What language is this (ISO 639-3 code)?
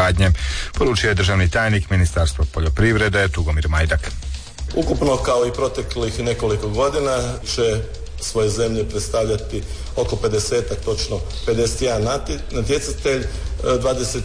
hrv